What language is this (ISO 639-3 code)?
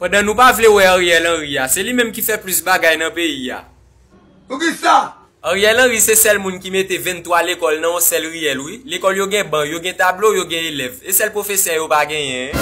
hat